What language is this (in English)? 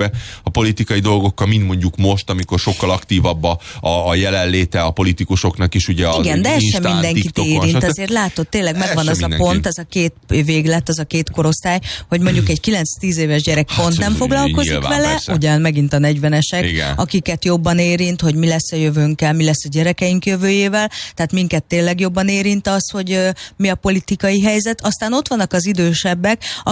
Hungarian